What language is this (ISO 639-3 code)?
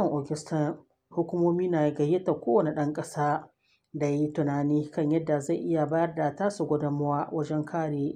hau